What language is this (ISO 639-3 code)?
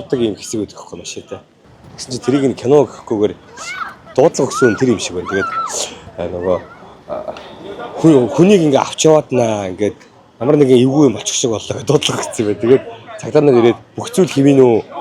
mon